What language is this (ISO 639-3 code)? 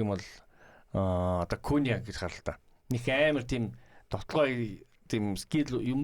mon